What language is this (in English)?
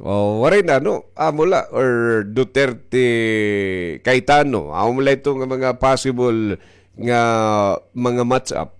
Waray